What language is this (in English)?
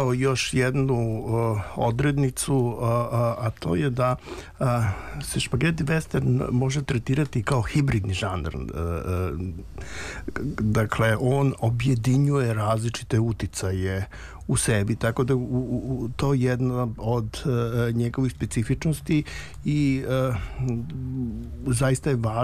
Serbian